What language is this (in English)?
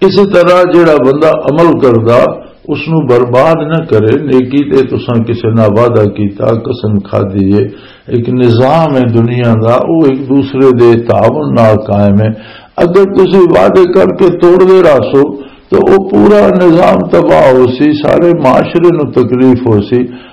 Western Panjabi